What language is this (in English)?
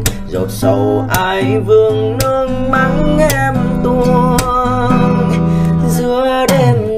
Vietnamese